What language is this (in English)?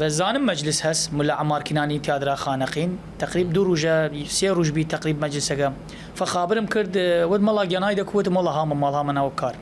Southern Kurdish